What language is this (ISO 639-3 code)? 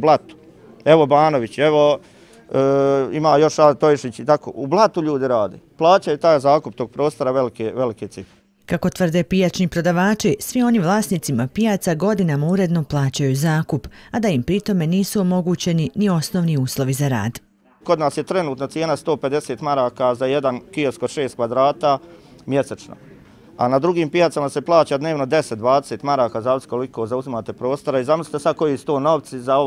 bos